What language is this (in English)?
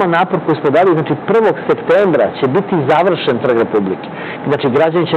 Serbian